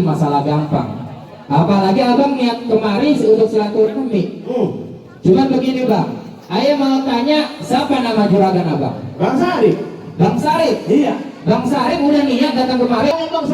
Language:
Betawi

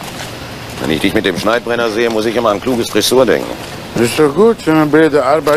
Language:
German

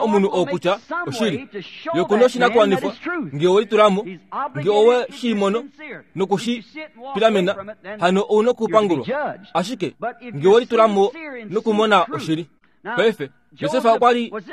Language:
Kuanyama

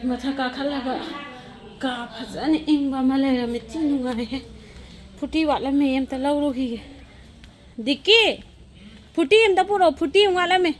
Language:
Manipuri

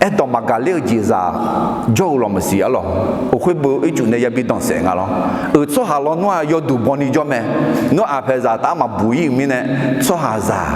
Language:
Akha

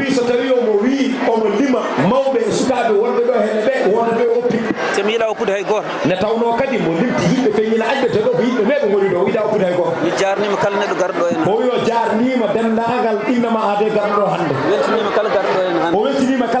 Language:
Fula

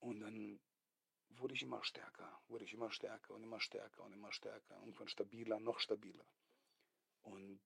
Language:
Swiss German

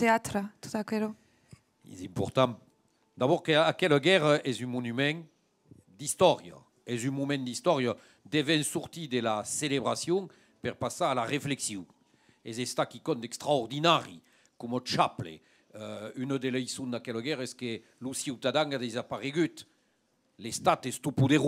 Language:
Occitan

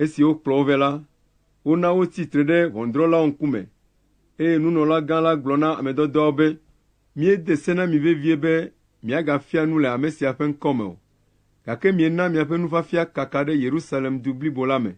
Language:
Ewe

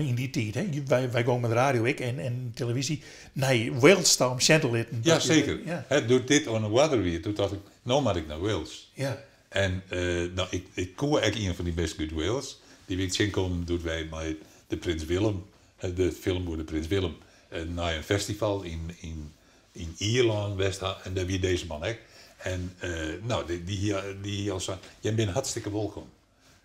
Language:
Western Frisian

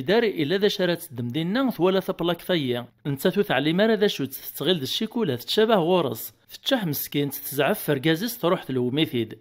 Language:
Kabyle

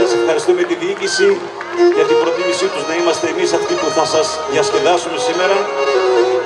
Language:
Greek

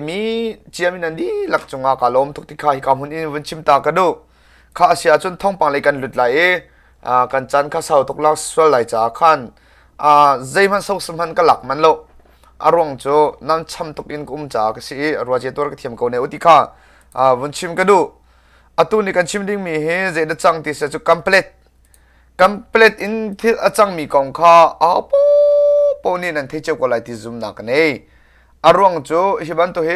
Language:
Hakha Chin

